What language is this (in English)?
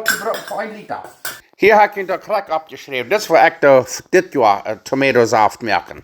Plautdietsch